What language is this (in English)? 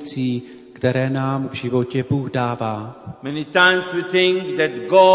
Czech